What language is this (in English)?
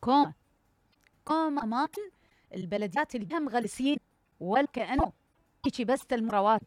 Mesopotamian Arabic